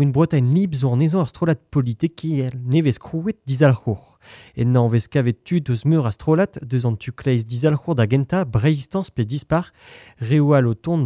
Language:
Breton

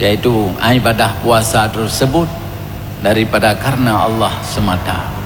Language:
Achinese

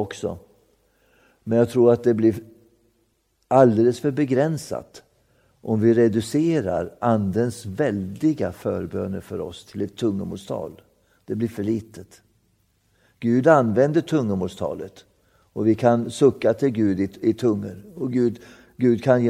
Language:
Swedish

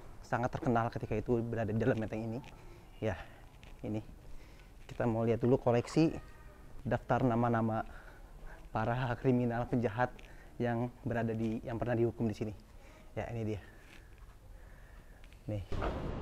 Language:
Indonesian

